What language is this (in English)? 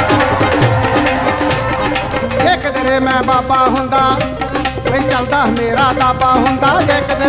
Punjabi